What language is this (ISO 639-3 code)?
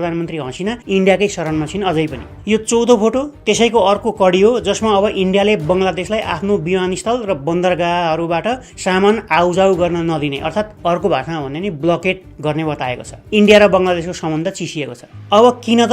nep